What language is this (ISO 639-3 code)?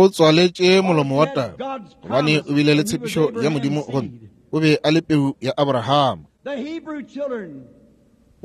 nso